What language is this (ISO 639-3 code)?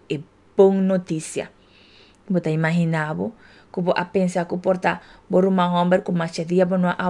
pap